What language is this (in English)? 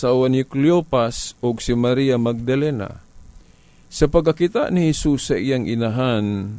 Cebuano